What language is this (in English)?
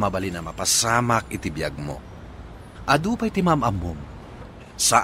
Iloko